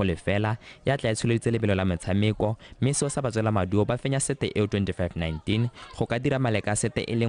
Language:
Tswana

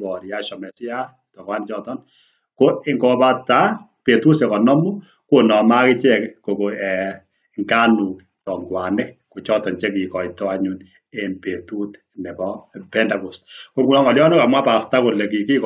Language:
Kalenjin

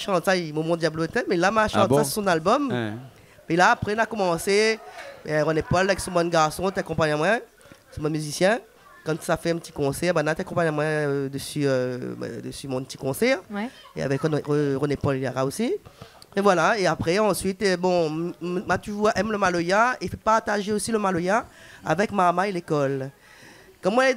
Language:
Réunion Creole French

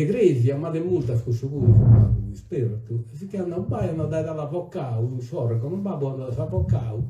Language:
Sardinian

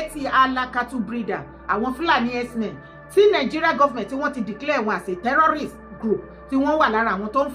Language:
Yoruba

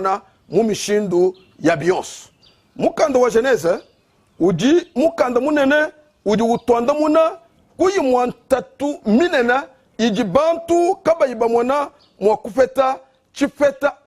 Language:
Luba-Lulua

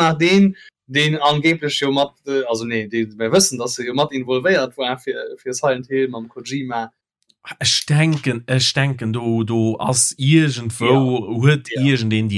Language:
Luxembourgish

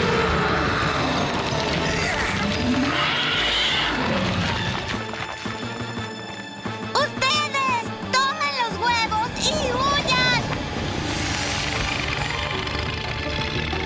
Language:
Spanish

